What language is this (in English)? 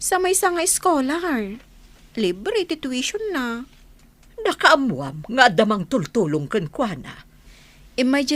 Iloko